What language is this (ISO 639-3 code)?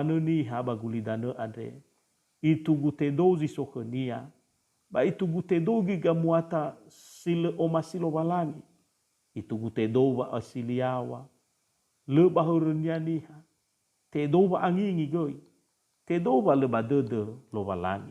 nia